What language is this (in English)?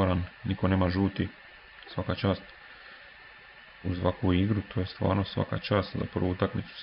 Croatian